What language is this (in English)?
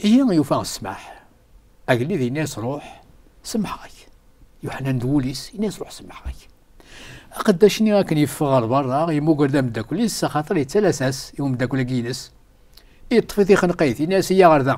Kabyle